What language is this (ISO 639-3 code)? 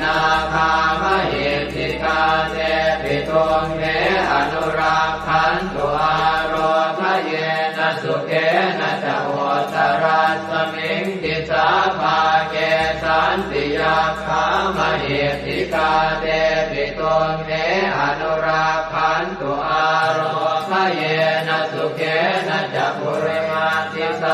pli